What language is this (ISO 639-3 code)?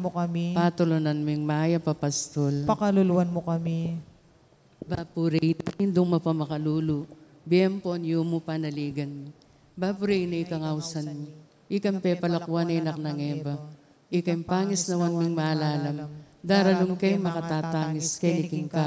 pam